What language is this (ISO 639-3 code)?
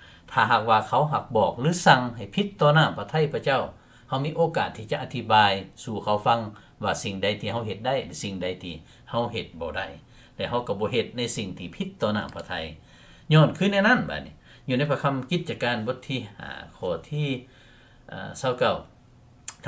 lao